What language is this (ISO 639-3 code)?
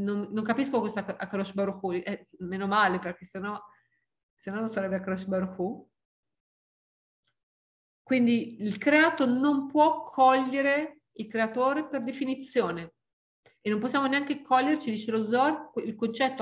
ita